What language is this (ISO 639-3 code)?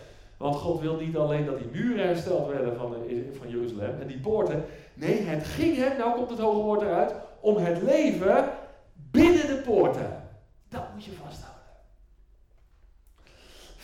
nld